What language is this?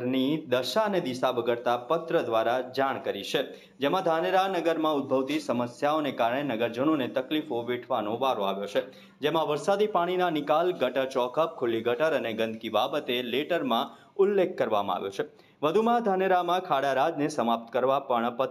Gujarati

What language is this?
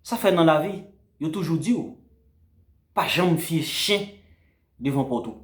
Haitian Creole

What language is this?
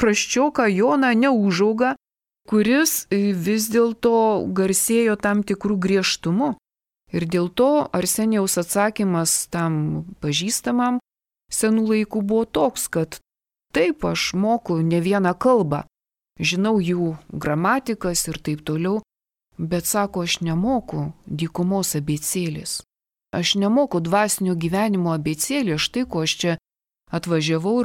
Lithuanian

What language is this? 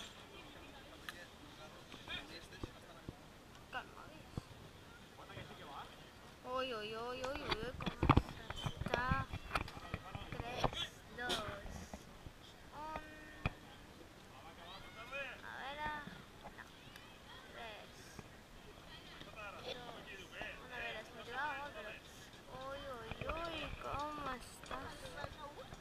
Spanish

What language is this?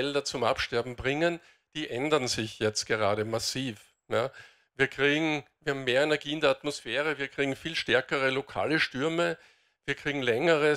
German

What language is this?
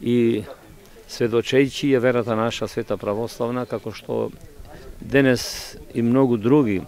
Macedonian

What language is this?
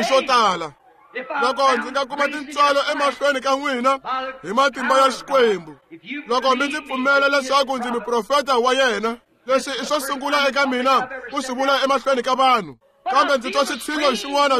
Tsonga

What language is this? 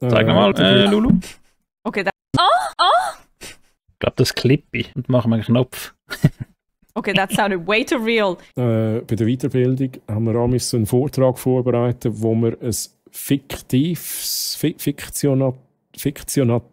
Swiss German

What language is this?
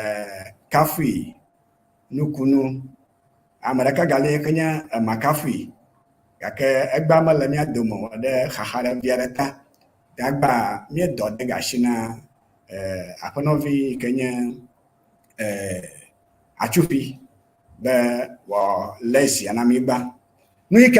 Ewe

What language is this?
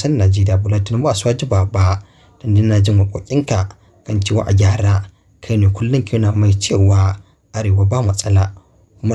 Hausa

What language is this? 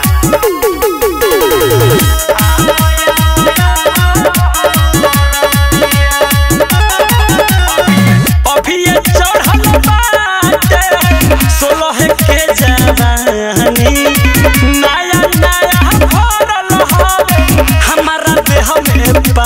Bhojpuri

